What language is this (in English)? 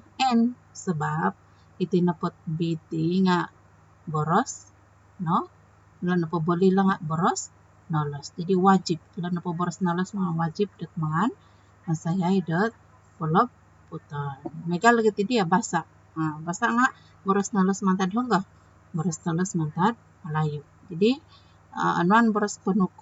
Central Dusun